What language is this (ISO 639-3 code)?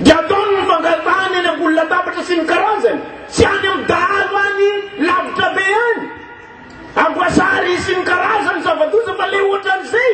mlg